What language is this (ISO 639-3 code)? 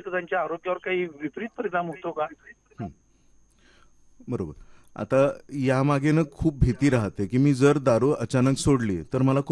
mar